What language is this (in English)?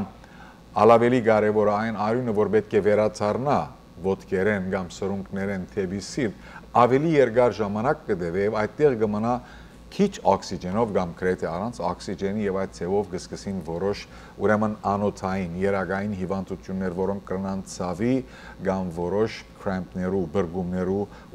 Western Armenian